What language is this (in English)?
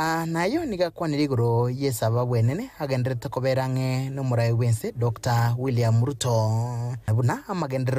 Gusii